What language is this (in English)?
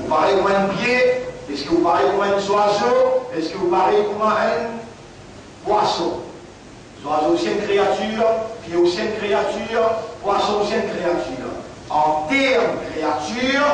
Morisyen